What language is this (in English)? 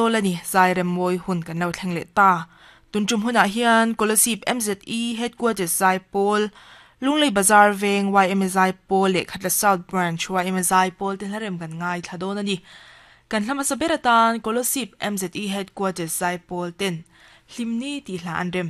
Mizo